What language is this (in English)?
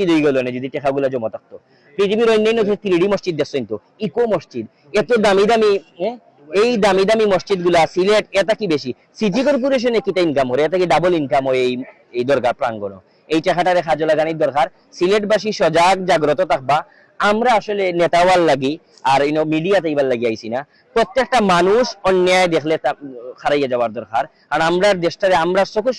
Sylheti